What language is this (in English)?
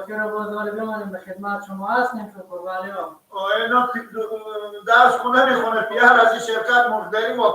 Persian